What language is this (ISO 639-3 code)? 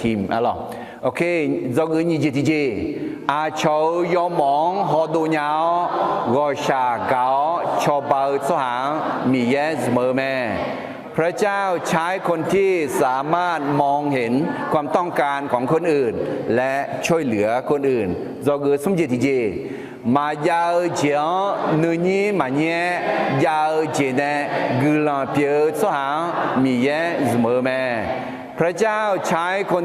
ahk